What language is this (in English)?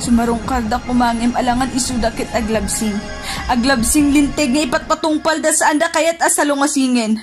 Iloko